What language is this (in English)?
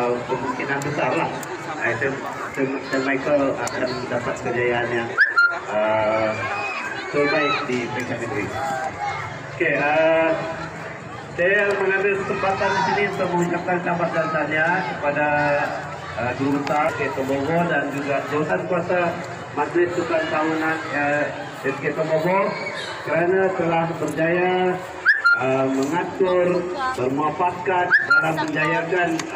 Malay